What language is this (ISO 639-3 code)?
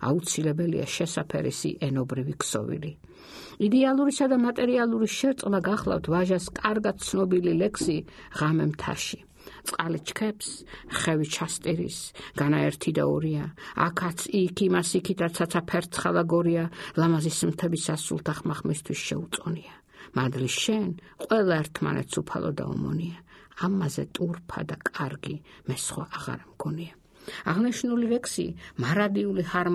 kat